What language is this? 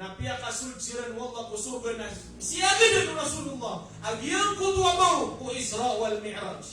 Maranao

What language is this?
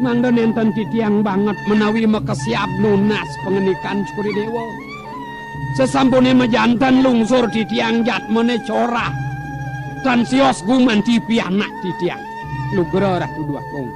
Balinese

